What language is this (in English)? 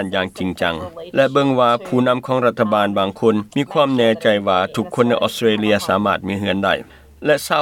Lao